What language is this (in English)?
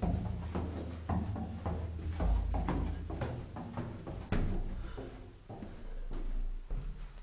Slovak